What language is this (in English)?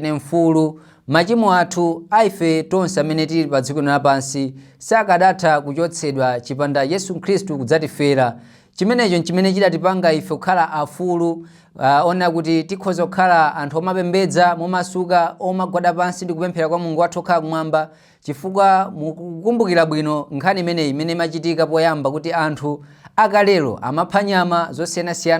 Nyanja